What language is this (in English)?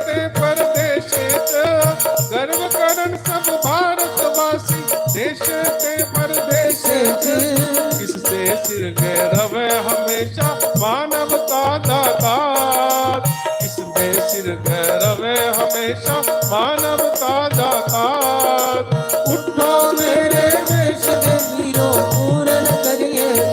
Dogri